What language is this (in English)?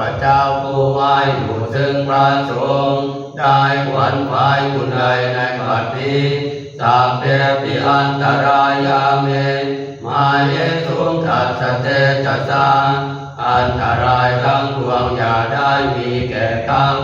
Pali